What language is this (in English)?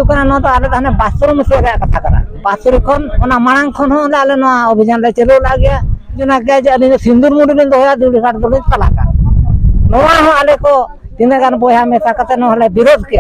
Santali